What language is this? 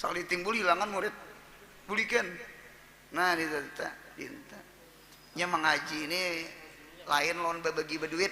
Banjar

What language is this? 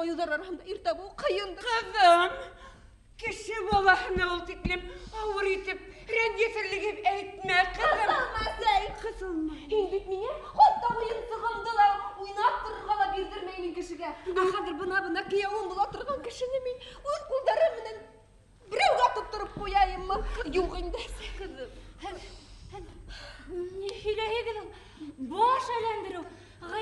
Bashkir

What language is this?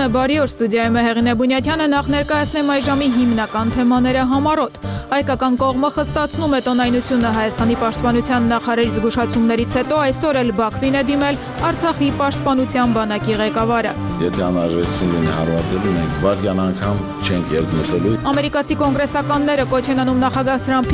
Armenian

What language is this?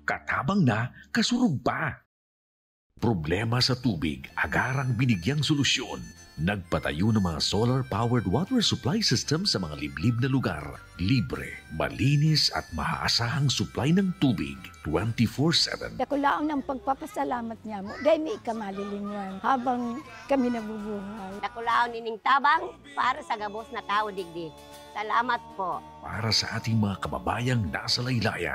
Bikol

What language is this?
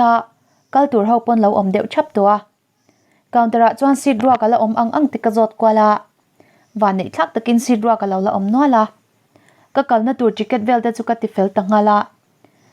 Mizo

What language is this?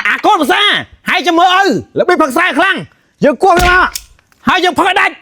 Khmer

